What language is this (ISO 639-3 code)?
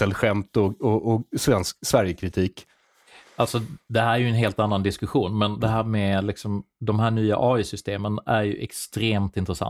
swe